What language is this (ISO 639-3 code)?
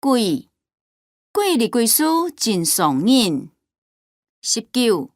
hak